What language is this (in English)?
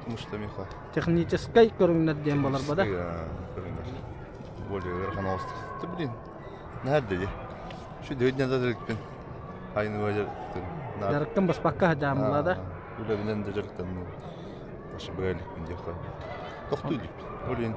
Yakut